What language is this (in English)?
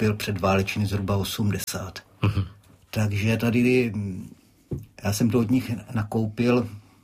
Czech